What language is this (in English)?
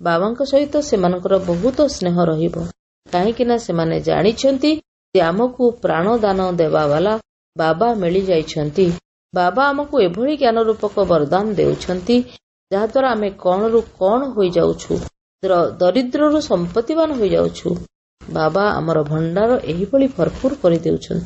Odia